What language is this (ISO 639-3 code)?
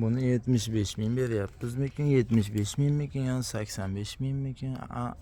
uzb